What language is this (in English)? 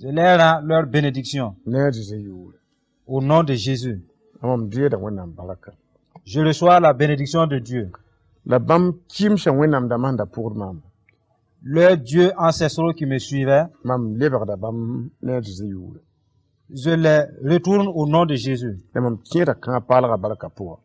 Mossi